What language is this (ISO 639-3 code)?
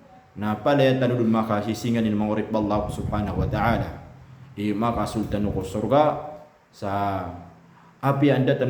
mrw